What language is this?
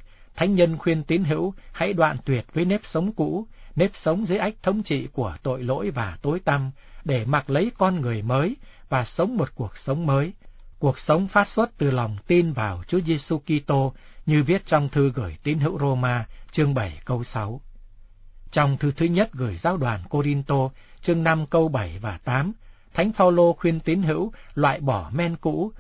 Vietnamese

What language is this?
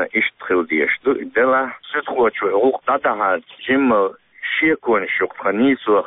Chechen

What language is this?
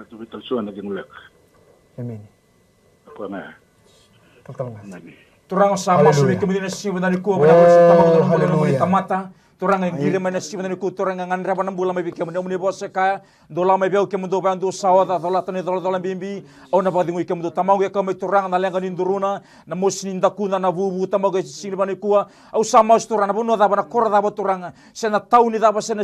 Fijian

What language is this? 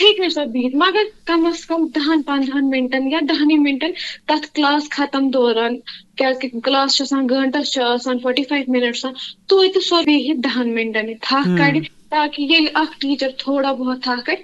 Kashmiri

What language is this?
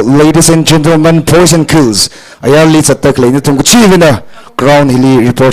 Tangkhul Naga (India)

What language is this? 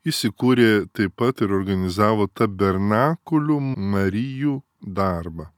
Lithuanian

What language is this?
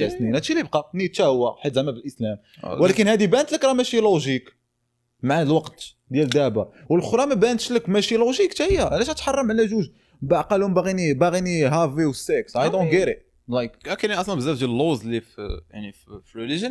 Moroccan Arabic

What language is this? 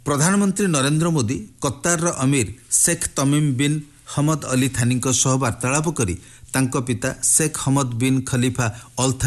Odia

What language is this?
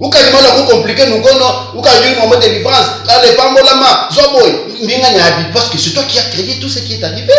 Luba-Lulua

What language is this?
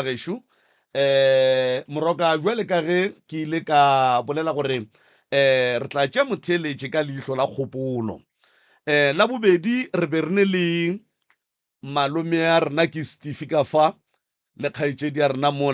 Northern Sotho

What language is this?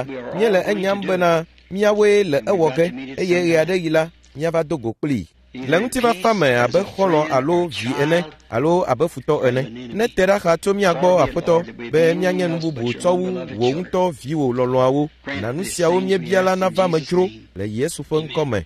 Ewe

